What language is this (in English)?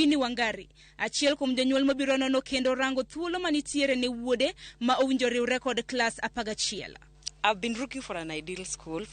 Luo (Kenya and Tanzania)